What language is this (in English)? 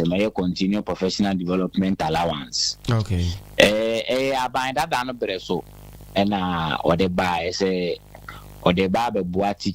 Akan